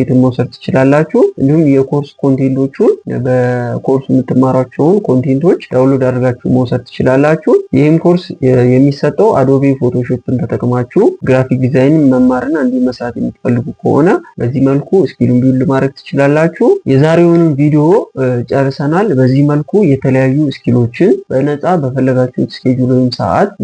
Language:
Amharic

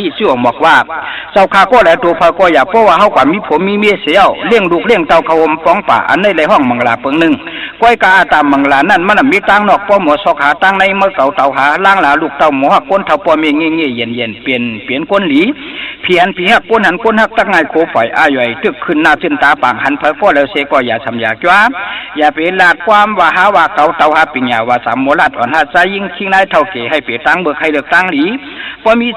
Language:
Shan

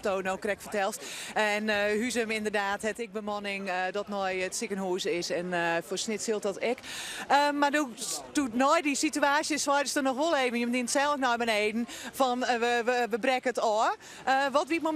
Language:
Western Frisian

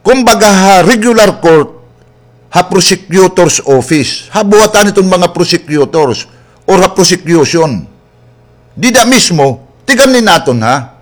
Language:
Waray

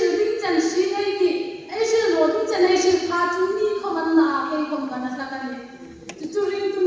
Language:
Hmar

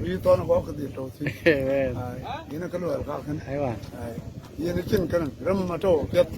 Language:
Nuer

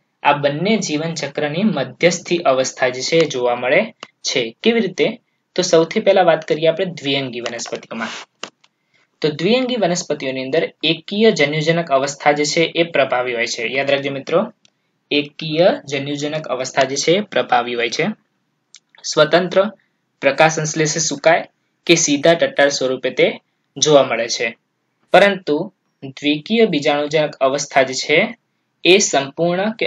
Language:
Gujarati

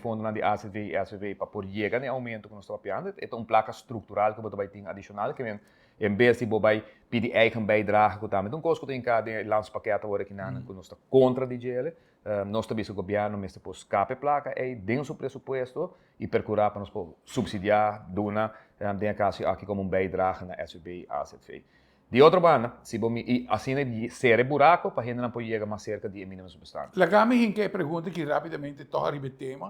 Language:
Papiamento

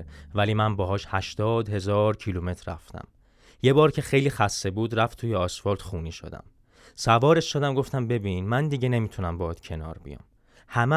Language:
Persian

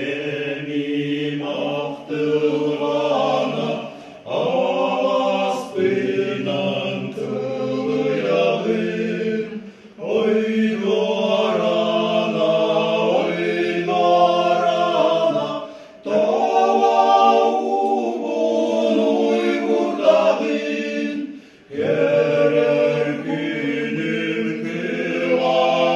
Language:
Yakut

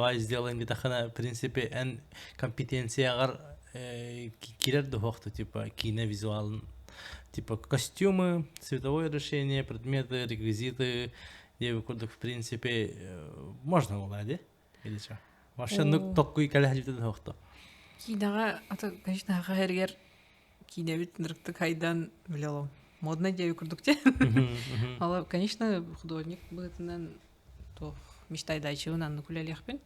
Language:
Yakut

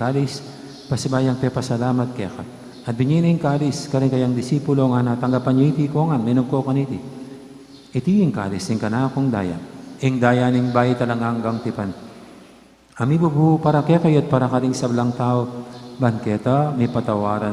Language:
Pampanga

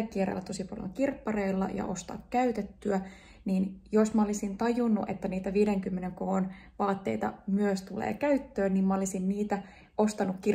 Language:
Finnish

